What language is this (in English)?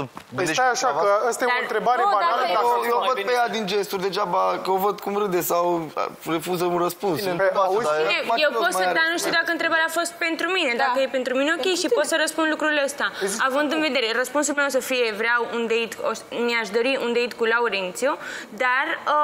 Romanian